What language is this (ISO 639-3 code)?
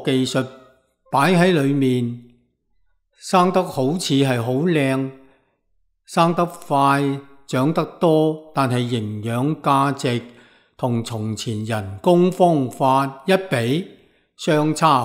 yue